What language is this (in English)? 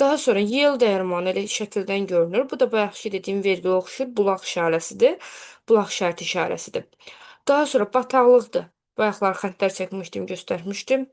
Azerbaijani